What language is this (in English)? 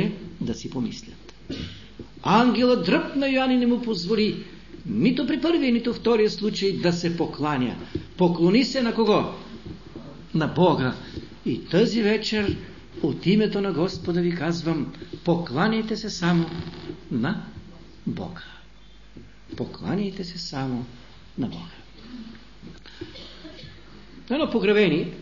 Bulgarian